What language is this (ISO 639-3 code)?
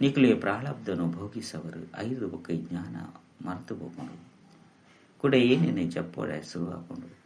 tcy